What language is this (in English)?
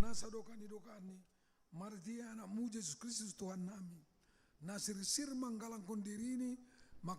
Batak Simalungun